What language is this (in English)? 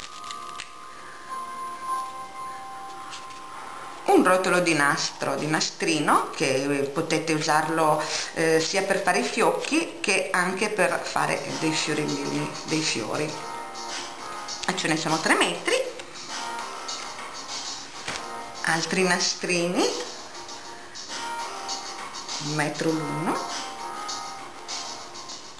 Italian